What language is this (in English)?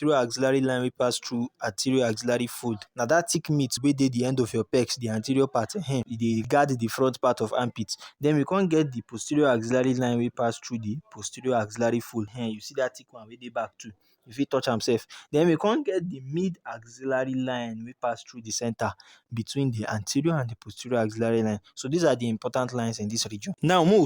Nigerian Pidgin